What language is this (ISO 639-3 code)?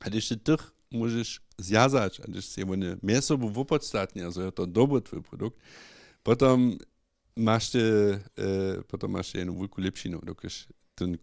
hsb